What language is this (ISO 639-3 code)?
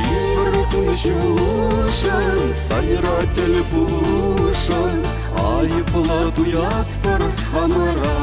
chv